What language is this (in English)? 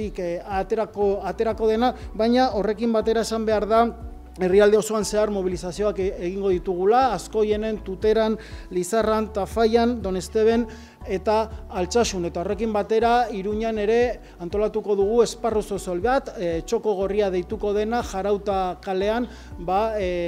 Basque